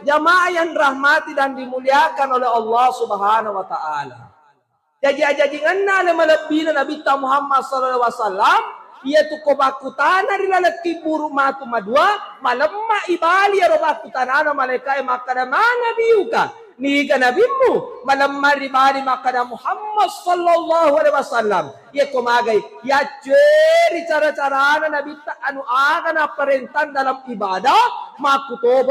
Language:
Buginese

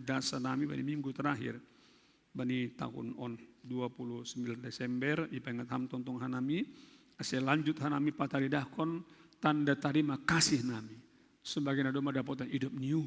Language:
Batak Simalungun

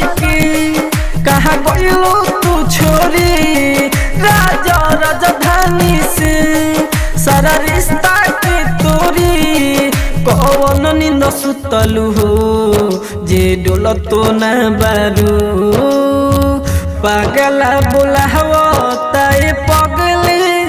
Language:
Bhojpuri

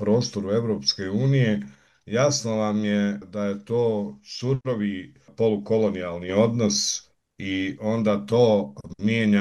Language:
Bosnian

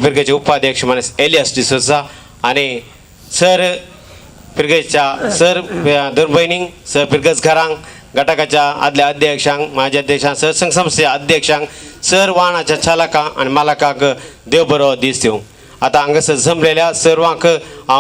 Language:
Konkani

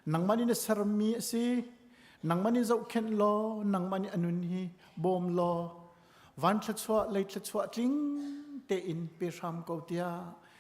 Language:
Hakha Chin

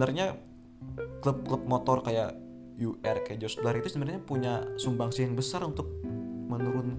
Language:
Indonesian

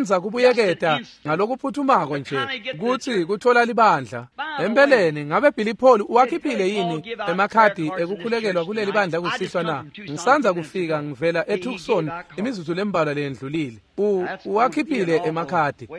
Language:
Swati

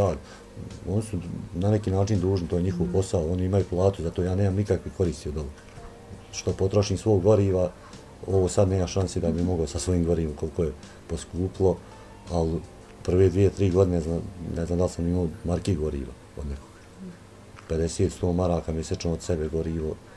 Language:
Bosnian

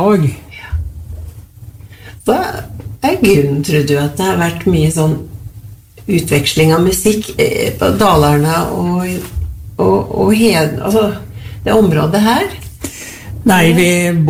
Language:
Norwegian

